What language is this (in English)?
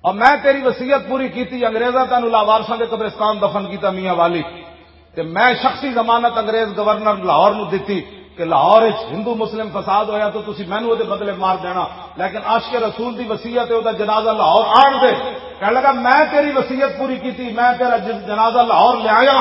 Western Panjabi